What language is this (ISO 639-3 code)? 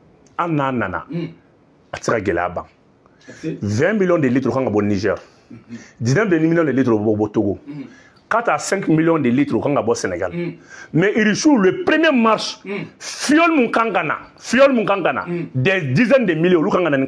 bam